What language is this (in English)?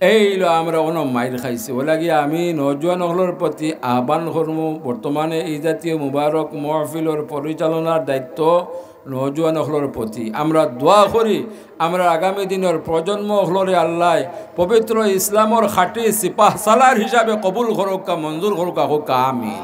Sylheti